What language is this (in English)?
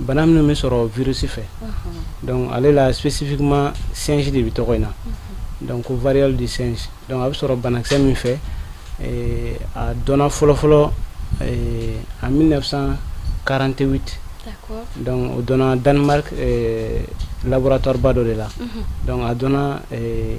Bambara